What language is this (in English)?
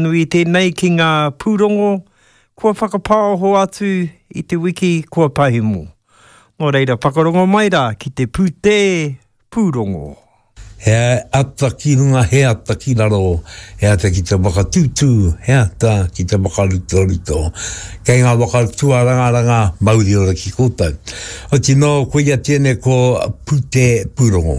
Māori